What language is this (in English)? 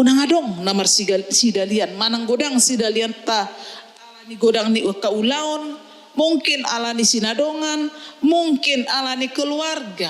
Batak Toba